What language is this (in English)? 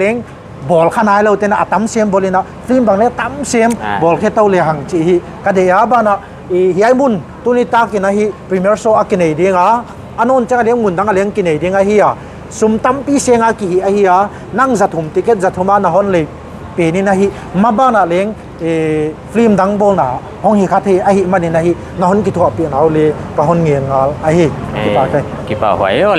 Paite Chin